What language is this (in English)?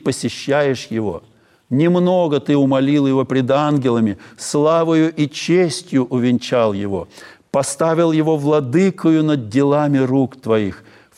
Russian